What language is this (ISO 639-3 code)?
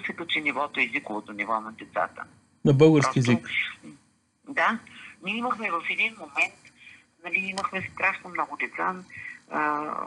bul